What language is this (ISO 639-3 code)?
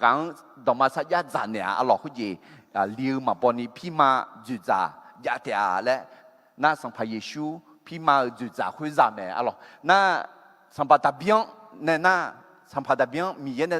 ahk